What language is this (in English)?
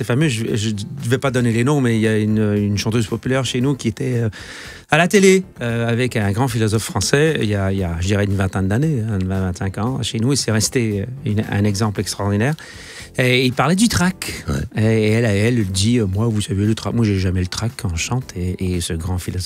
French